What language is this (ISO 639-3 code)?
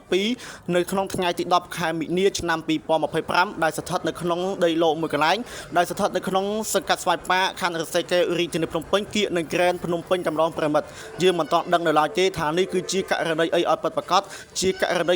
khm